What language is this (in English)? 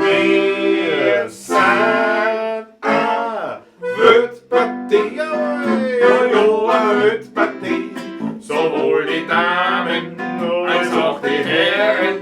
Bavarian